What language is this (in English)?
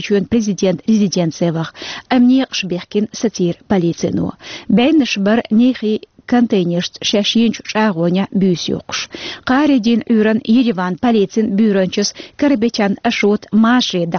Chechen